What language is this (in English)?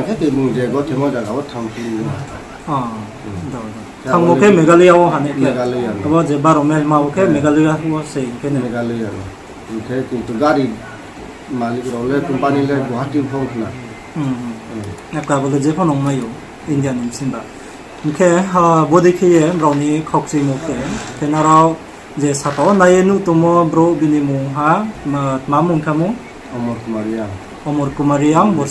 Riang (India)